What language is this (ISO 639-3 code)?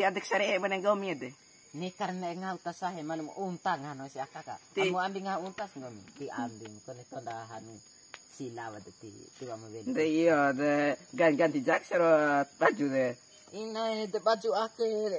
bhp